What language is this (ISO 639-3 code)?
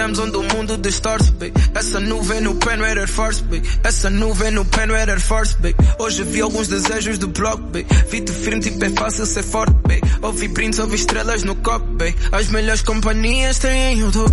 por